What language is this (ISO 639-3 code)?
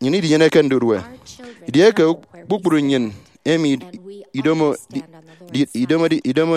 efi